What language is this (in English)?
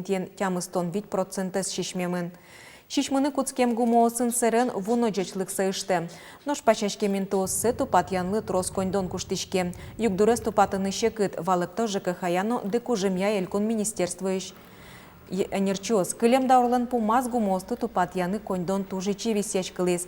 Udmurt